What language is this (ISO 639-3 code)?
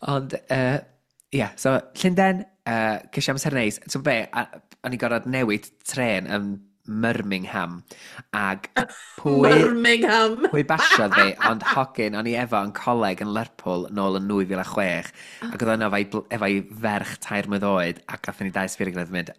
cym